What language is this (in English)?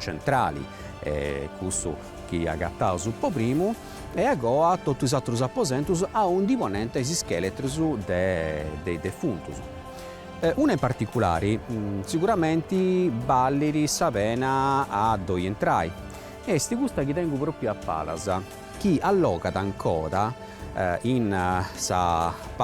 Sardinian